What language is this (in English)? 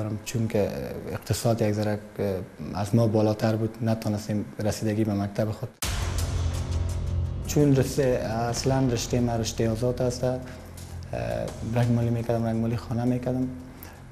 Persian